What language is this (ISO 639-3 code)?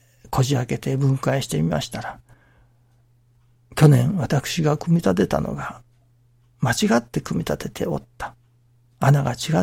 jpn